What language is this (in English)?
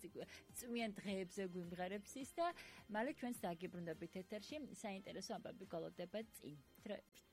Georgian